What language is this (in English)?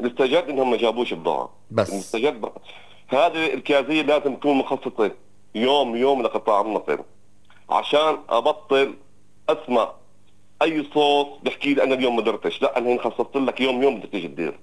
North Levantine Arabic